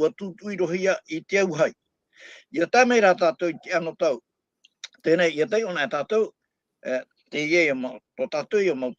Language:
Tahitian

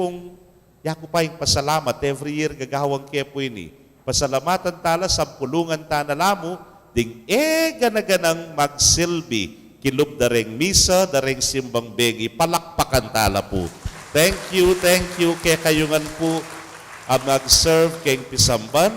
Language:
Pampanga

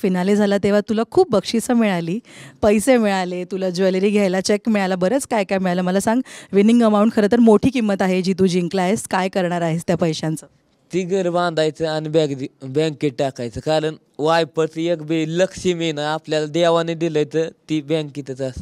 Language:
Marathi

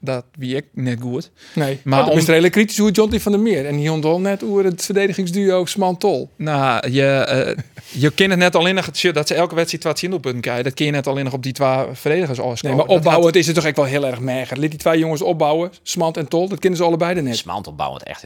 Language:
Western Frisian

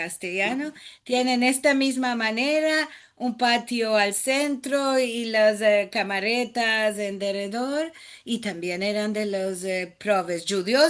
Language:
Ladino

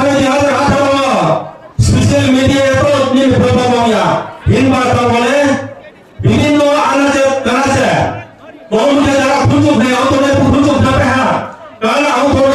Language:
Riang (India)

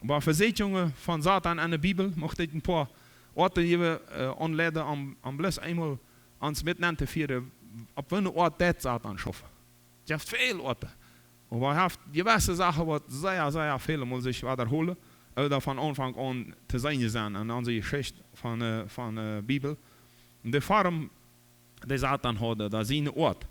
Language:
Plautdietsch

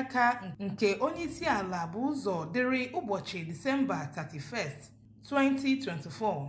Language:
Igbo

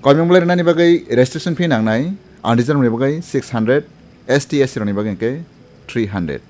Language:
Kok Borok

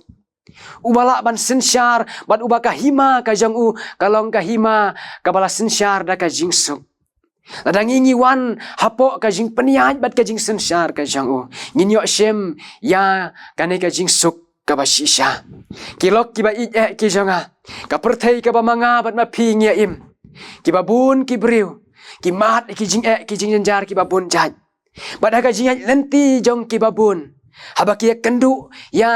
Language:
Khasi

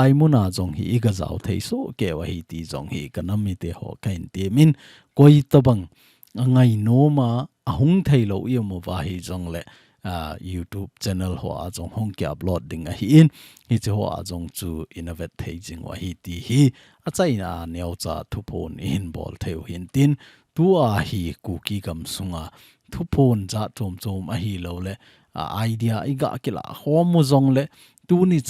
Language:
Thado Chin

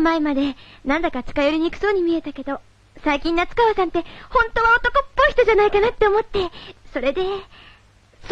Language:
Japanese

